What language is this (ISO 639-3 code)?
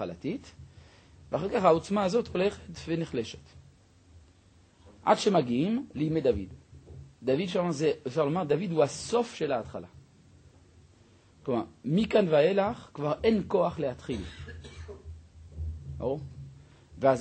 heb